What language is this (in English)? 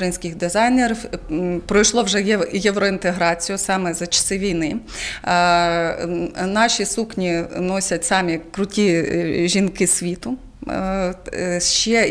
Ukrainian